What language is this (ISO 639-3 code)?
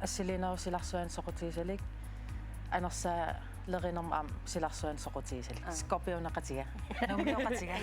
kal